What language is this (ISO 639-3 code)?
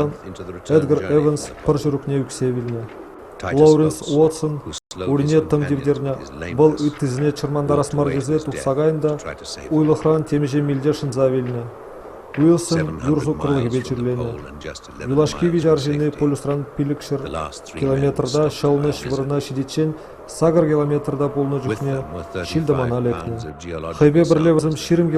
chv